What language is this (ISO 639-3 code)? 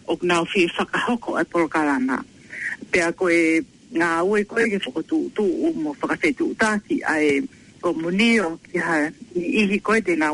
ton